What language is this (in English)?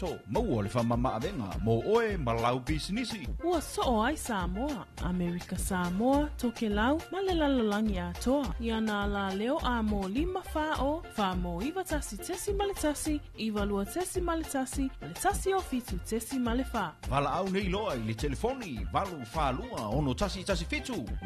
Samoan